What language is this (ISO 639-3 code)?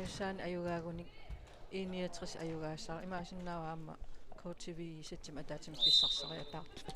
kal